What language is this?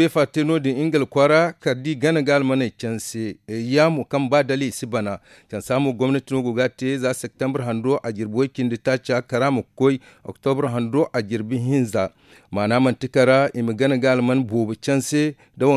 Zarma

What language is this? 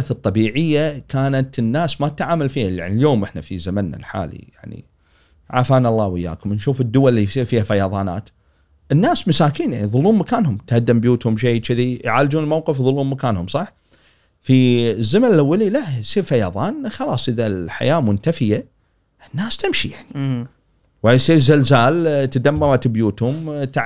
Gulf Arabic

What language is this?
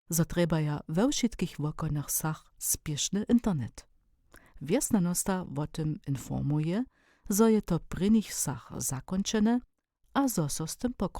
Upper Sorbian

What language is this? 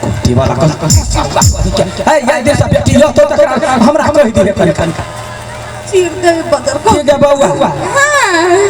Maithili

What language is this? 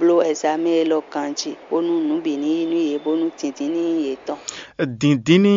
Fon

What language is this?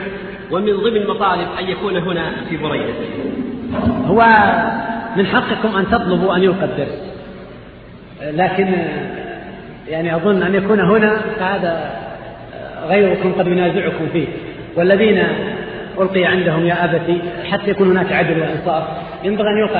Arabic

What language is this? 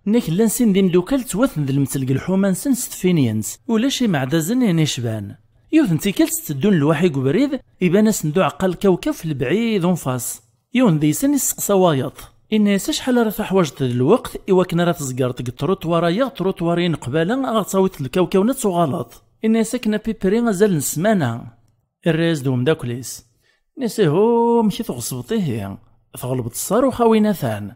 Kabyle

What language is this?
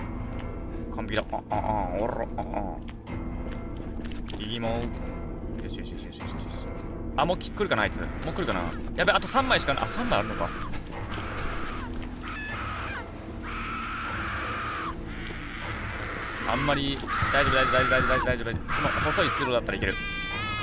Japanese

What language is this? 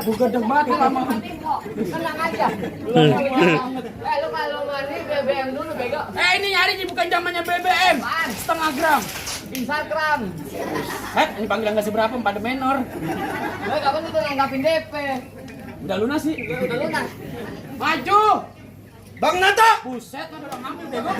Betawi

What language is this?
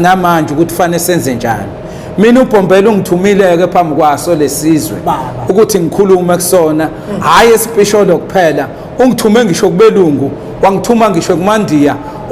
Zulu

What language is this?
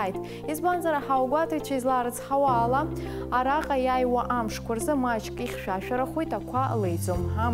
Abkhazian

